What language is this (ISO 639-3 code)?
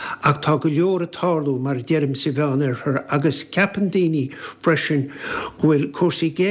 gle